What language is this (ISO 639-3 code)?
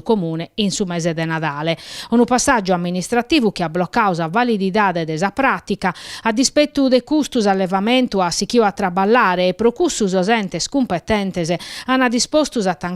srd